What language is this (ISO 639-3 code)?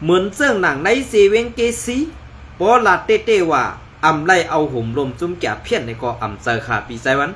shn